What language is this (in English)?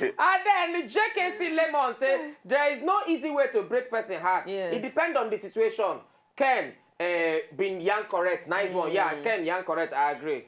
Nigerian Pidgin